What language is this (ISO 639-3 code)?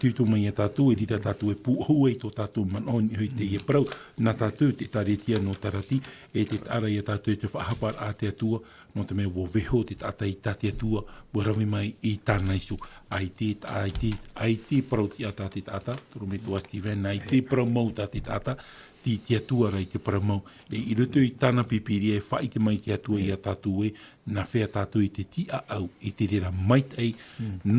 tah